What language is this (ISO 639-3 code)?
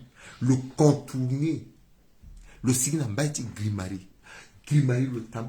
sag